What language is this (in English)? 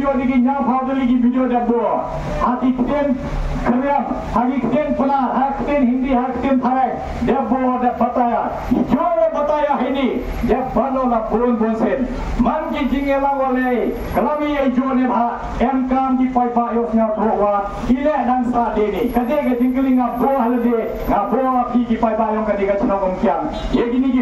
Khasi